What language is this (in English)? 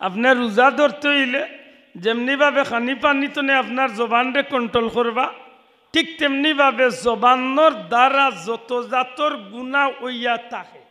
Sylheti